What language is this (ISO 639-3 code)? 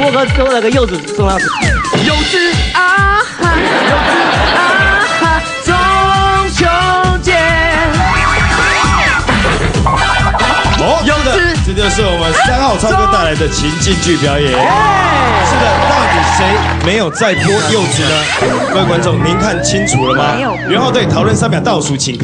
zho